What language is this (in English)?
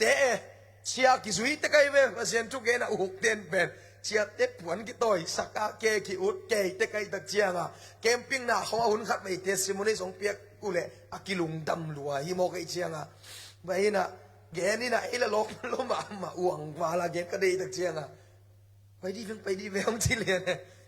Tedim Chin